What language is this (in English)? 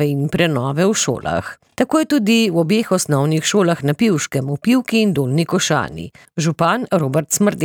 Slovenian